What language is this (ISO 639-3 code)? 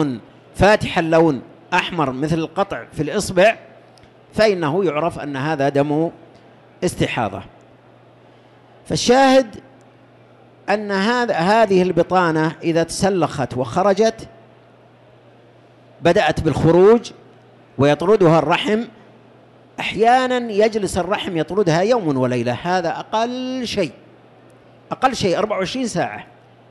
ara